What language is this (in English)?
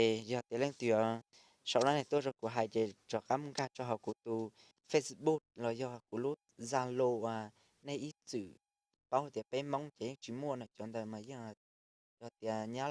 Hmong